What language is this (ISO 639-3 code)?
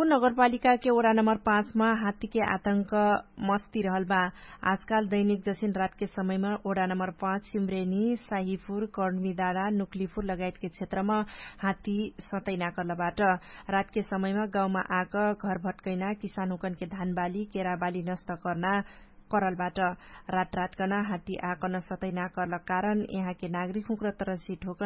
thl